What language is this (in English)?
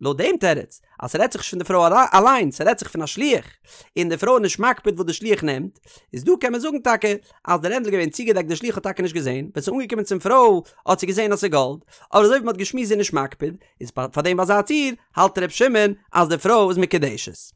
Yiddish